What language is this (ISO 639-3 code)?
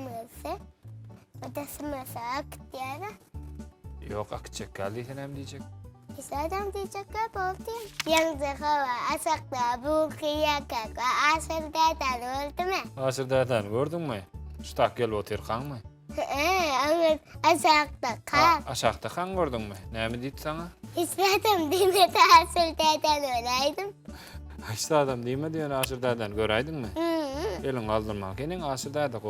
tuk